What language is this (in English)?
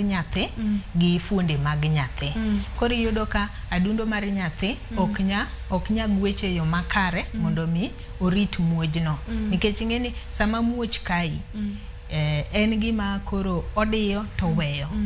Luo (Kenya and Tanzania)